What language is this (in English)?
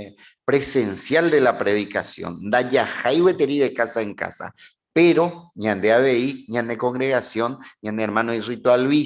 Guarani